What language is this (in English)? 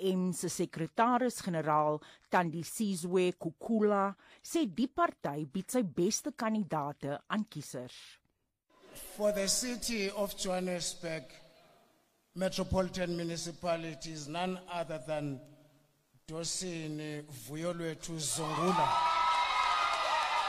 Afrikaans